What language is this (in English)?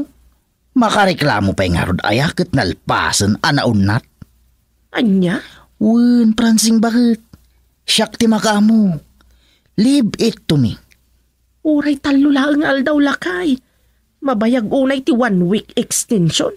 Iloko